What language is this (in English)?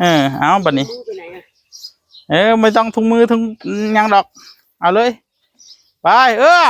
Northeastern Thai